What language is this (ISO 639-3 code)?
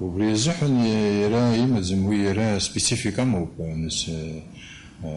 abk